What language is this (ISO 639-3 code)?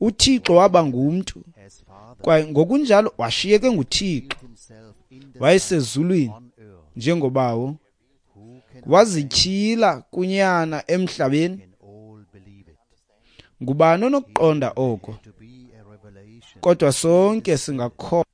xho